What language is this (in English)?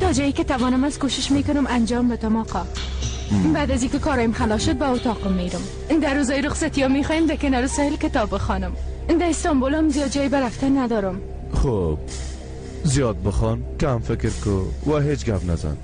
Persian